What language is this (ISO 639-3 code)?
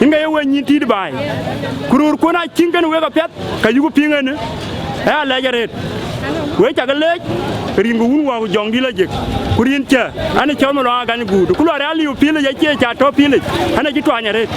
din